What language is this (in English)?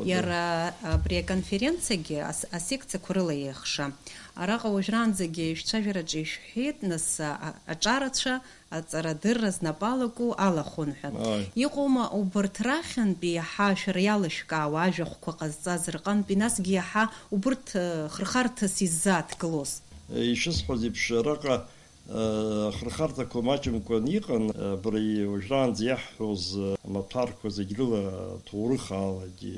Abkhazian